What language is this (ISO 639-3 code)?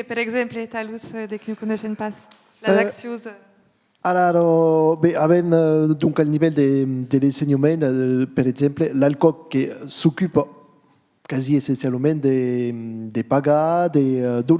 oci